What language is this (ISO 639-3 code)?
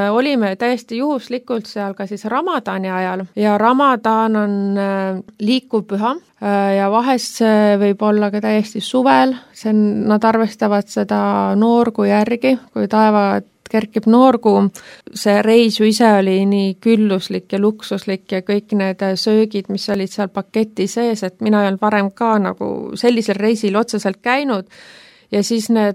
est